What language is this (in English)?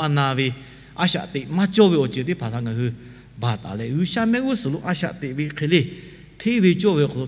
Lahu